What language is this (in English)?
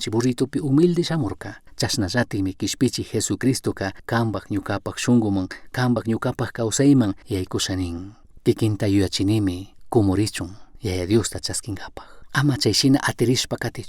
Chimborazo Highland Quichua